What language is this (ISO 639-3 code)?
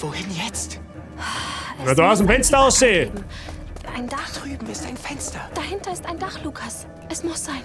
bar